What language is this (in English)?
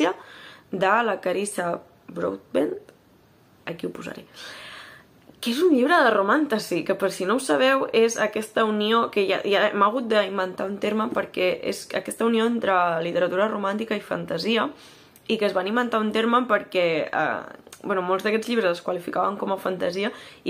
Catalan